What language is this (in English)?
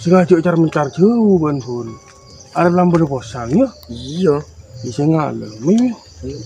Madurese